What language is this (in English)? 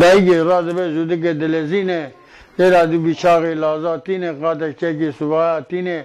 Zaza